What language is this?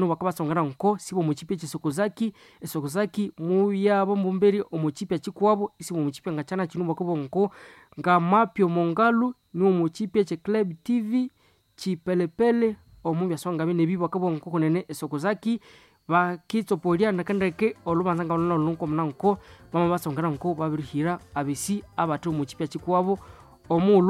Nande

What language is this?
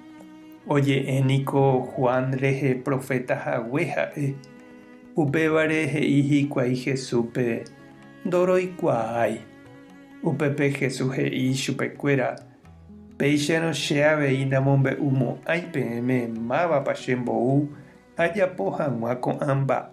Guarani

